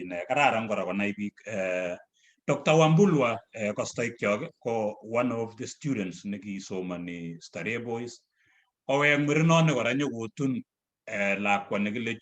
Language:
Kalenjin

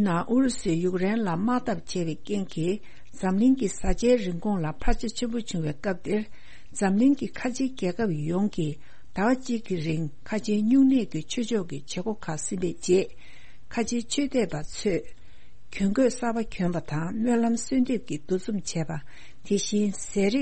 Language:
Tibetan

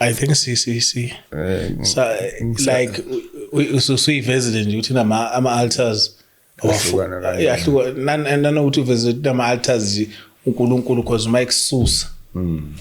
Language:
Zulu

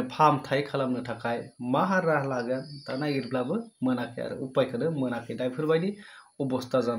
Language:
Bodo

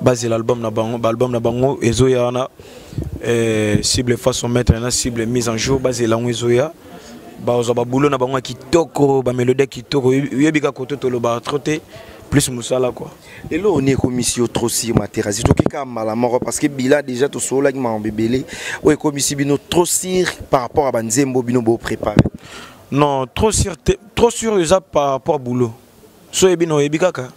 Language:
Lingala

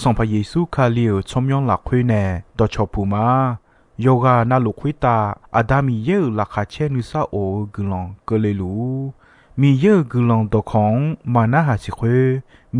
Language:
Akha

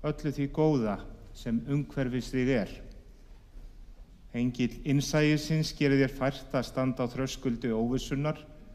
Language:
Icelandic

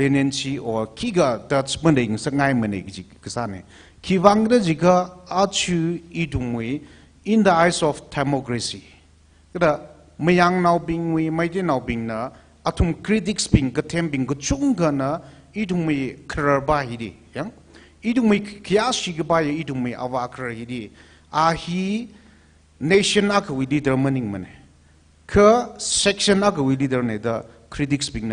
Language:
Tangkhul Naga (India)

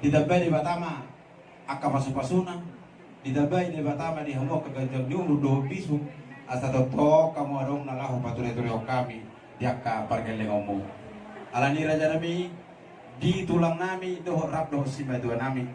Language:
Batak Toba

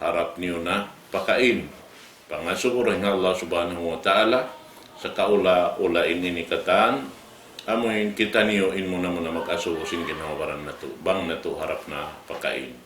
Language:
Tausug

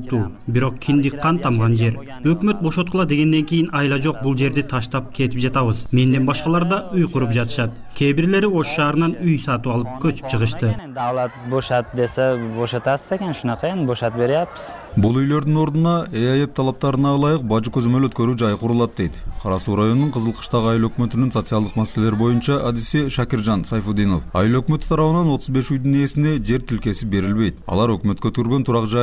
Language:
Kyrgyz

